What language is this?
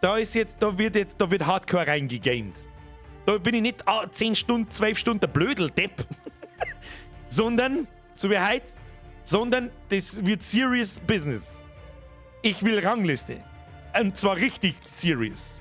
Bavarian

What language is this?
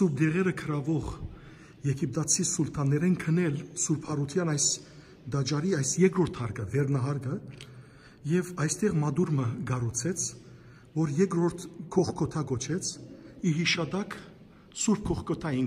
Western Armenian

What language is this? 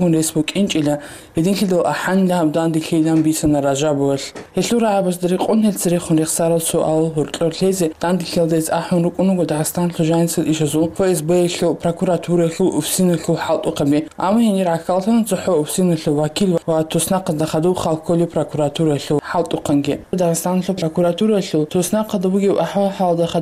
Avaric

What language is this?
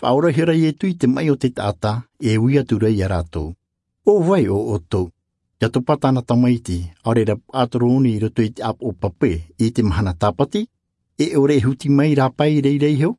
Tahitian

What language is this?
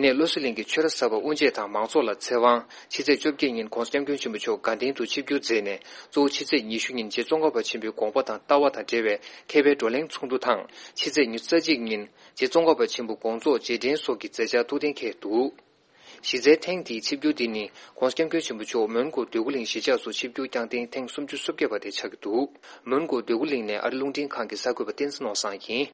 Tibetan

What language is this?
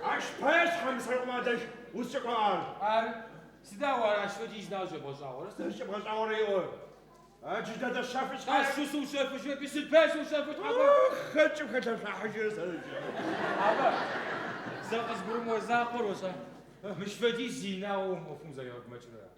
Adyghe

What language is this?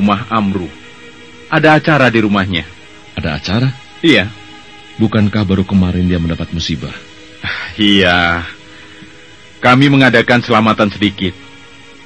Indonesian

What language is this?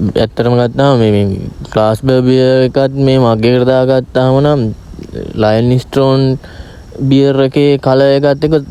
Sinhala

